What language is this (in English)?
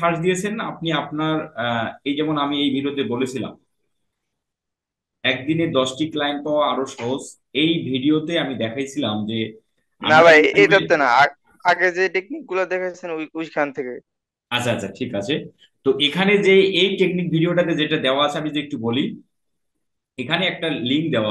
Bangla